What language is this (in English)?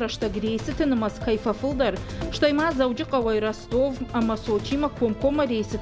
Ossetic